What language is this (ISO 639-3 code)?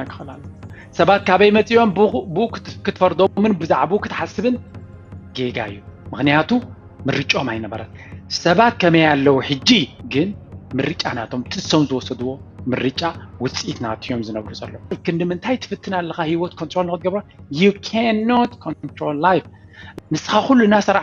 tir